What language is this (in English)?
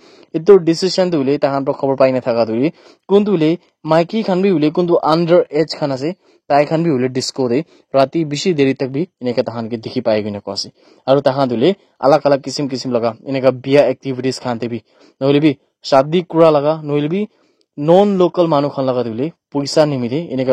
Naga Pidgin